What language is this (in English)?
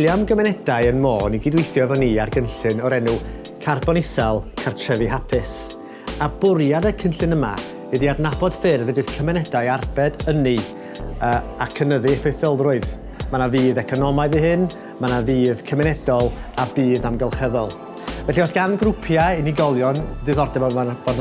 Welsh